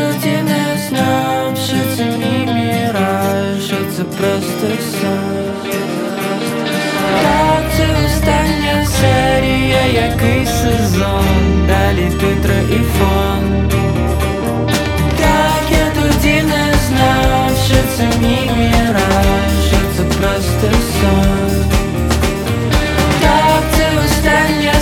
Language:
Ukrainian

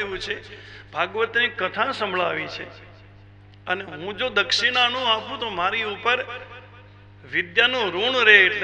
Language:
Gujarati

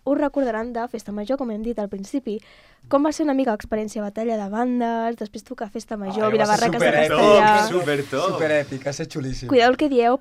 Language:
Catalan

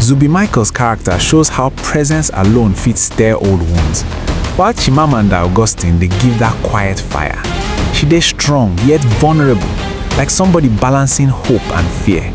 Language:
Nigerian Pidgin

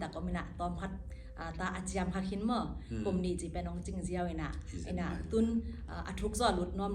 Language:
Tedim Chin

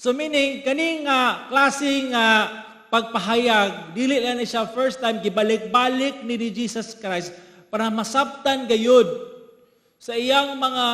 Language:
Cebuano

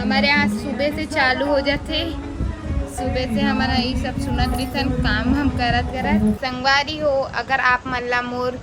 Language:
Chhattisgarhi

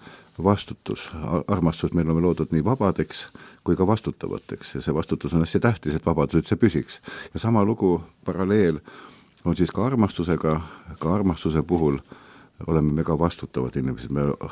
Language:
Estonian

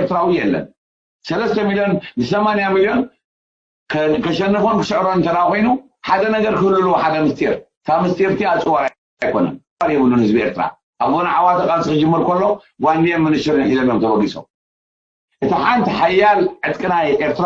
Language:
Tigrinya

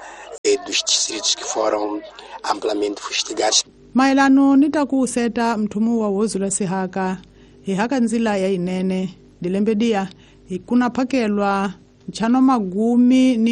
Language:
Tsonga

